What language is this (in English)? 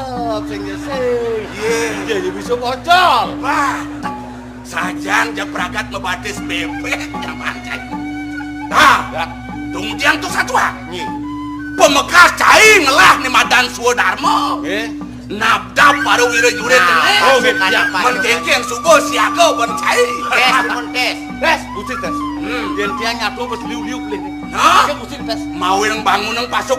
Balinese